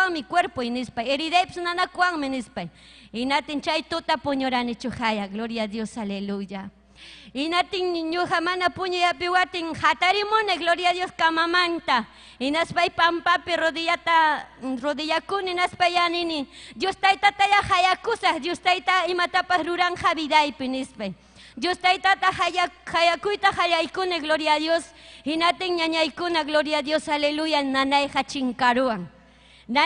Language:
Ayacucho Quechua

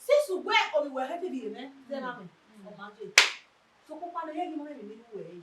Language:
Bini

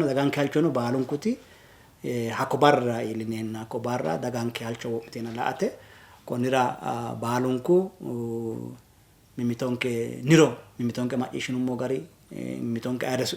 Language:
Sidamo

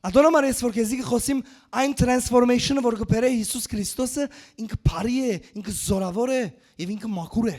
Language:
Western Armenian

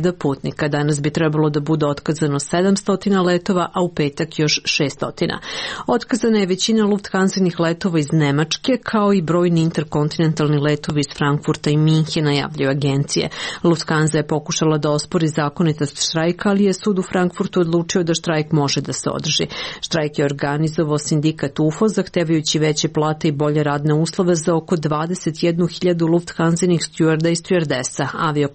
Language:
Serbian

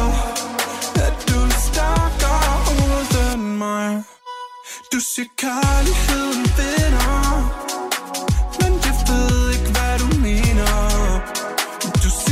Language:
Danish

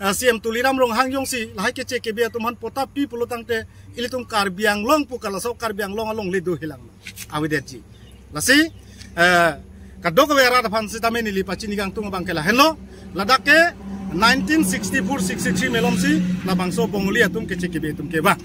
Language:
Karbi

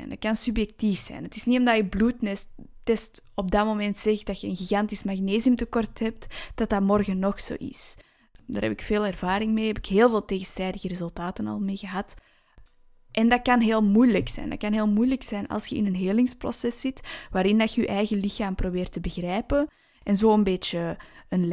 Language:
Dutch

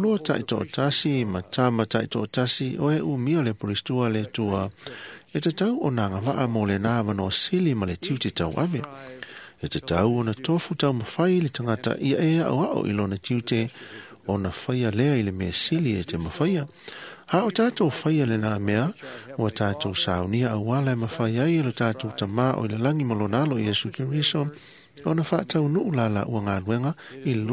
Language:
Samoan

